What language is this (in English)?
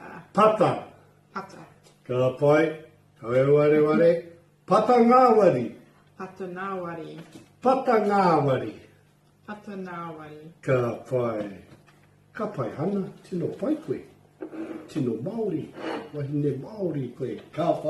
Māori